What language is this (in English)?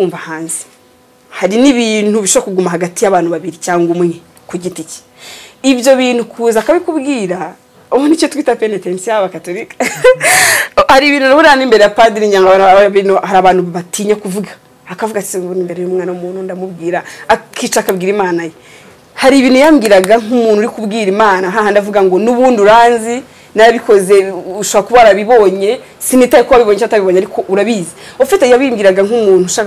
Kinyarwanda